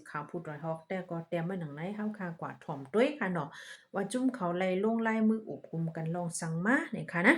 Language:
Shan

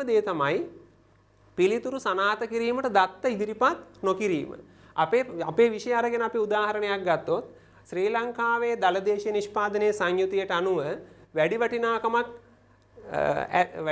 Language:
Sinhala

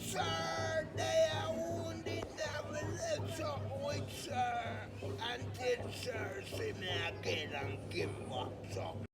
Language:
Jamaican Creole English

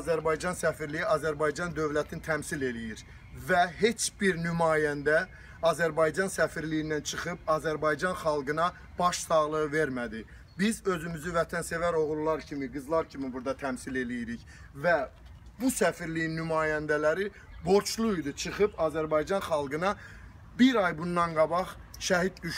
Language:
Azerbaijani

